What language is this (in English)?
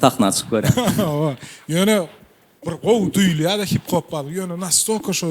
Turkmen